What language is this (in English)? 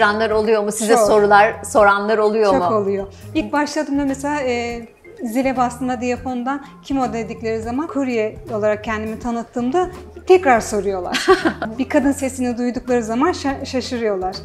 Turkish